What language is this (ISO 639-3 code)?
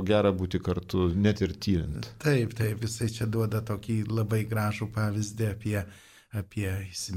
lit